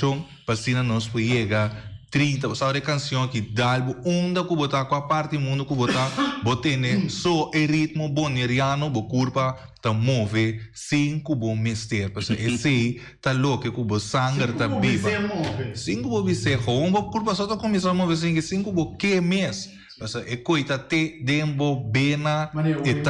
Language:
Papiamento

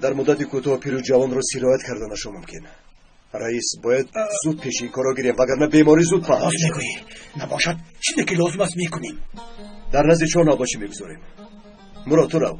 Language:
Tajik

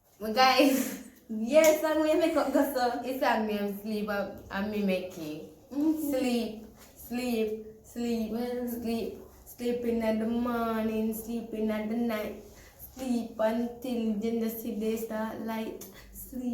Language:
Jamaican Creole English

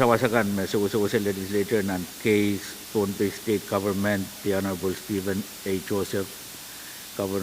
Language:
Pohnpeian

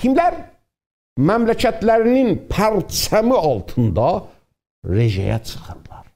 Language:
South Azerbaijani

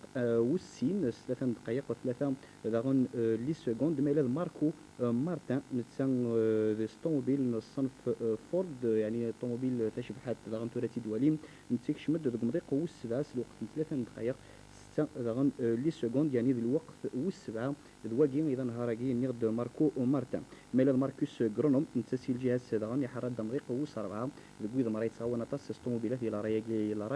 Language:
Kabyle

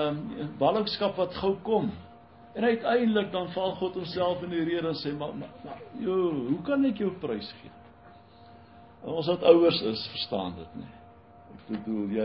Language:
Afrikaans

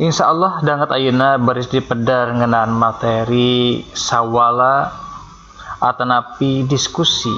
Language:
Sundanese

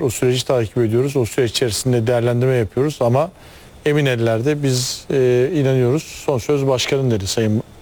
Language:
Turkish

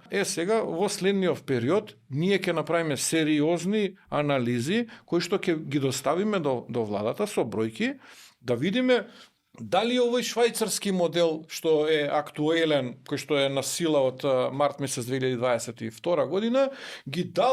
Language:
Macedonian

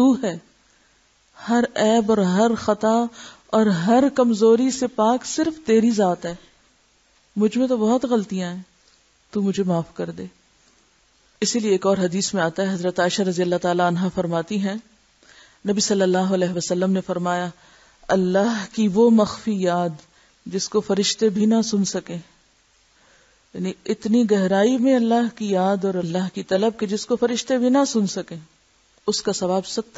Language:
Urdu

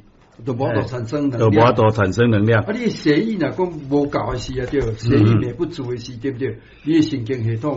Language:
Min Nan Chinese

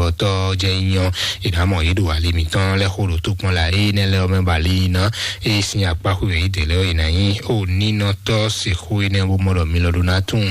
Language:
Fon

